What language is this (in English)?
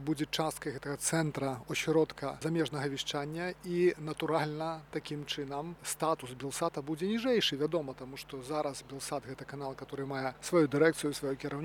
Belarusian